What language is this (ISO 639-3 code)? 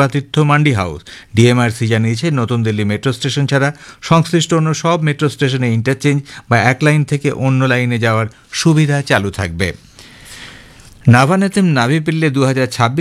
ben